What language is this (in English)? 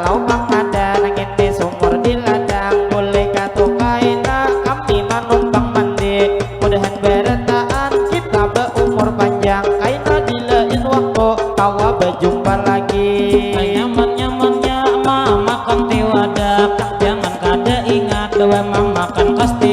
Banjar